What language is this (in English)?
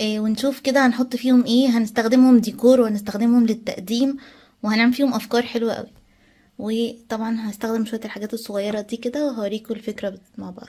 Egyptian Arabic